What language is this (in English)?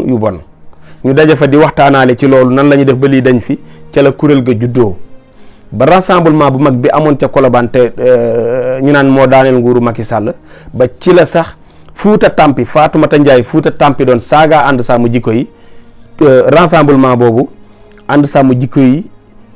Wolof